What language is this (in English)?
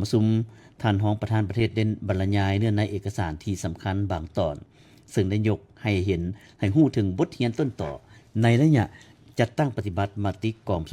Lao